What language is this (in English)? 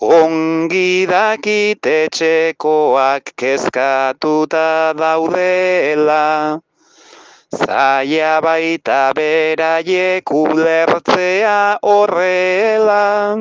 Basque